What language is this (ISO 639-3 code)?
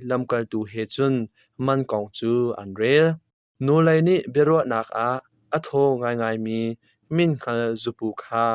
cnh